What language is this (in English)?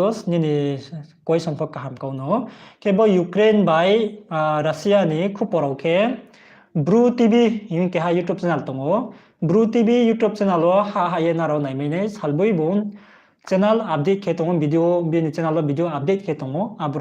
Riang (India)